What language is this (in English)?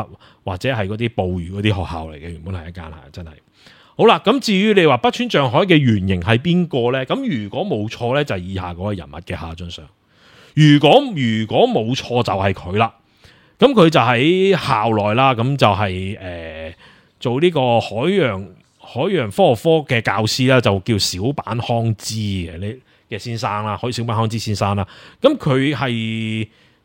Cantonese